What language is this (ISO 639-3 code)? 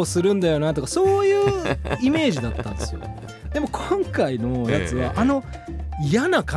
jpn